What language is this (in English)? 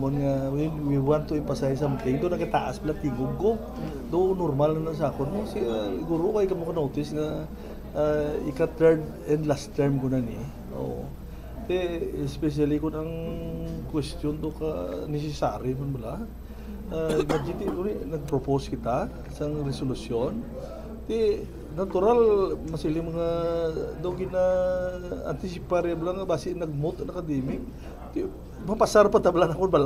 Hiligaynon